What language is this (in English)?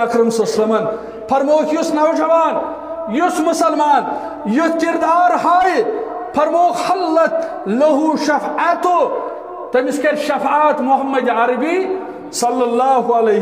Kashmiri